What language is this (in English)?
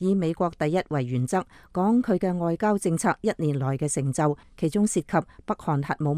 Cantonese